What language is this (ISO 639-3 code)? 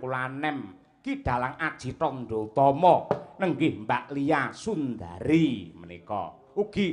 jav